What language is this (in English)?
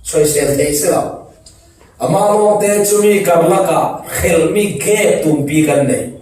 Falam Chin